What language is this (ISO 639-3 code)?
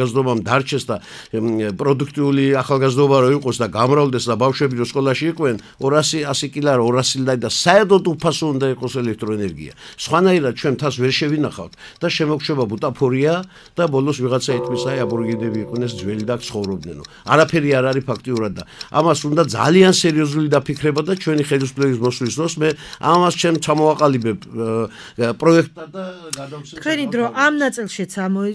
kat